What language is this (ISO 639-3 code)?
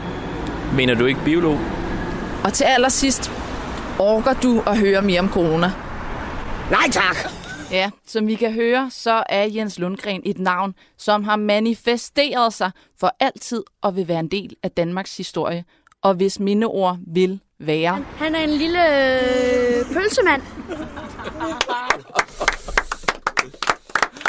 dan